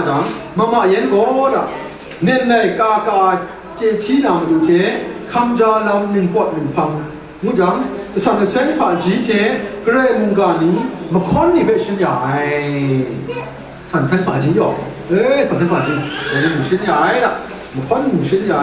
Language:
Kachin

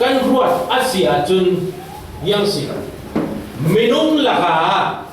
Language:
Falam Chin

